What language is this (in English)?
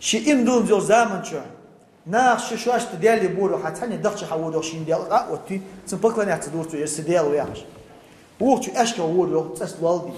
Ingush